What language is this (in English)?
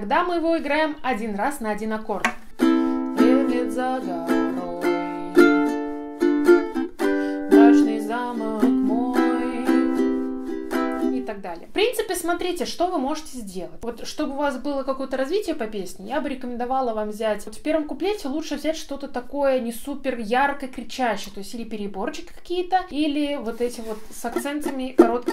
Russian